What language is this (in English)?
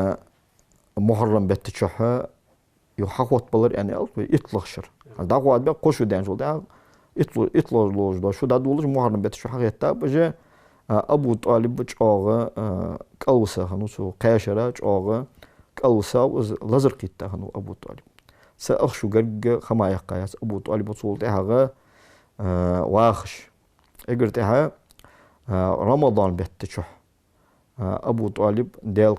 Ingush